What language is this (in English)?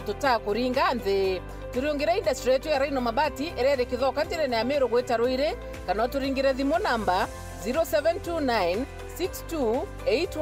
Meru